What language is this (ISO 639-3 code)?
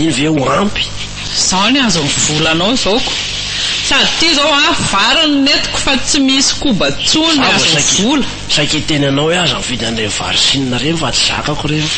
mlg